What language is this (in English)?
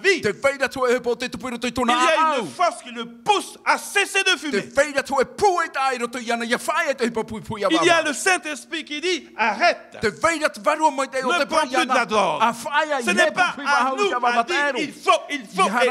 Tahitian